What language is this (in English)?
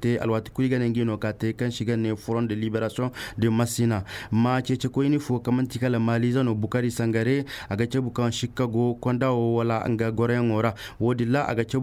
Koyraboro Senni